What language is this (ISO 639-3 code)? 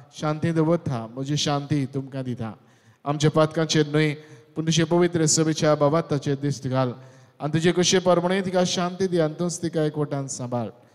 kok